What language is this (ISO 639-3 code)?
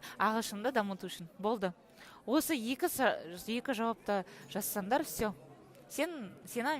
kaz